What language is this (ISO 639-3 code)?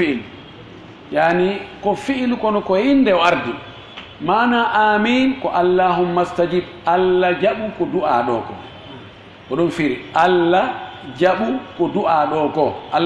ful